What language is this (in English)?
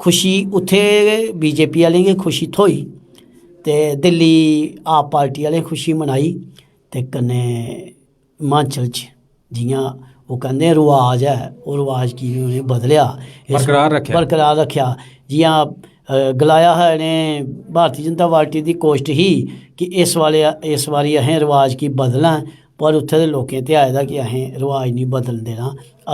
Dogri